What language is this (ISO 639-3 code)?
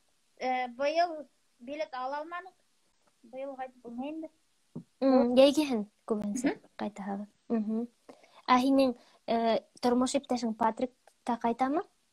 bak